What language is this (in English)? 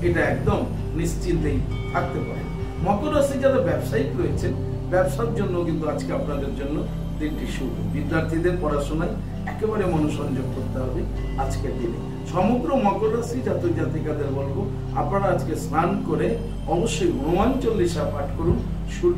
Bangla